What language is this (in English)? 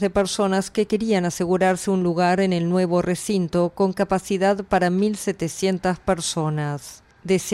Spanish